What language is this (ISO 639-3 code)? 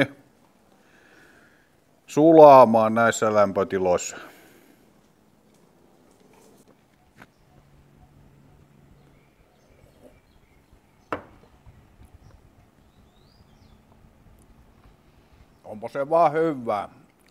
fin